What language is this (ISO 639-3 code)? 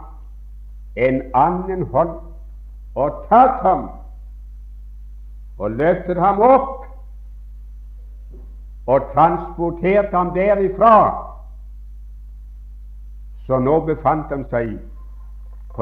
nor